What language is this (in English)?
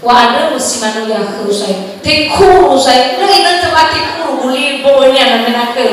Nias